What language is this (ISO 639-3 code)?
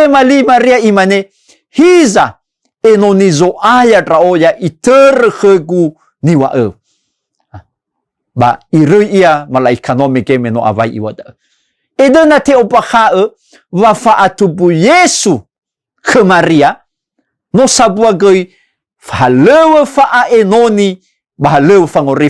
nia